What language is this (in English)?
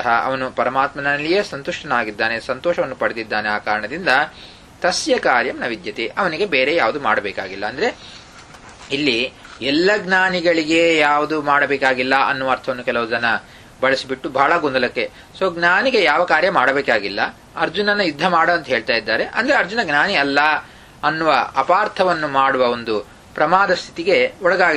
Kannada